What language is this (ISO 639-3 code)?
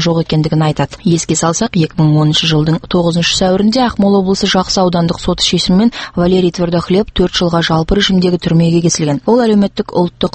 kaz